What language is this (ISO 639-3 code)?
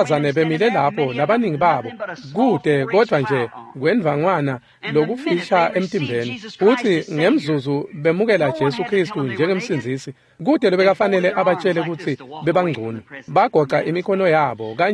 ssw